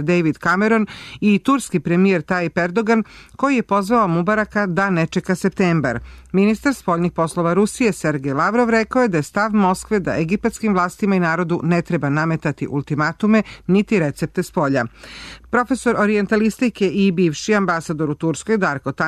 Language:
Serbian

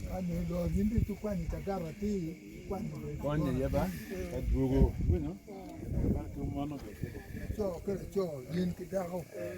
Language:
Acoli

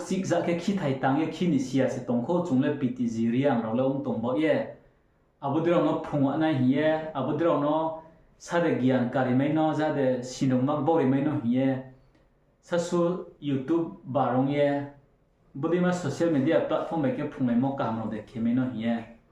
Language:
Riang (India)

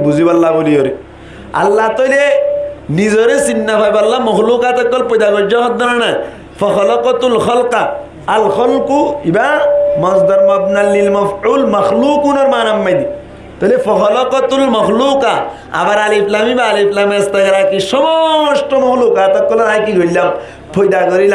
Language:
Rohingya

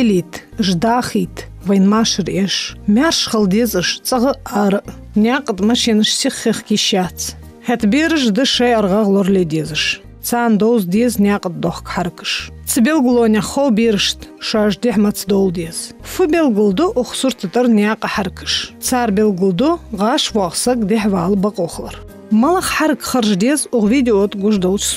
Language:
Ingush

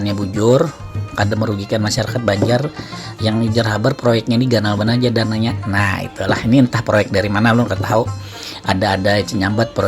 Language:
Banjar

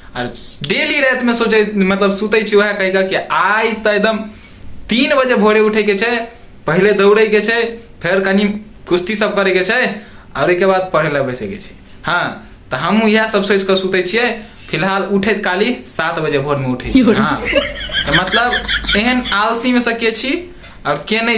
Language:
Maithili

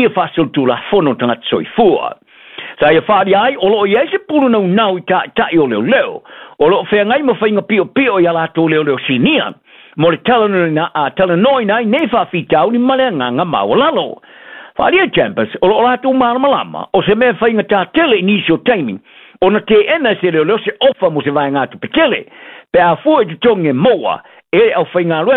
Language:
Samoan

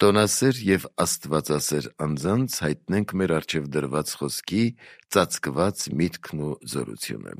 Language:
Armenian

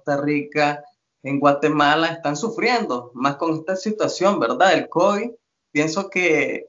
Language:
Spanish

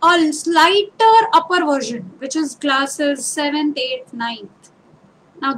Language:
English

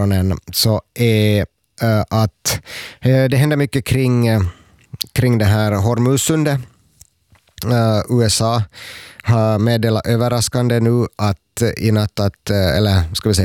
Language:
Swedish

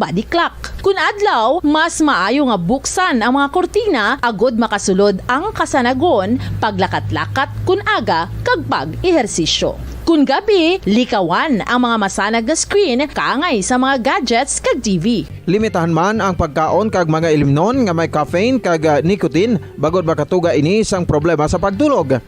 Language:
Hiligaynon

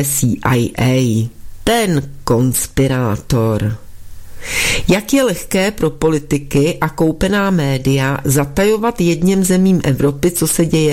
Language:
Czech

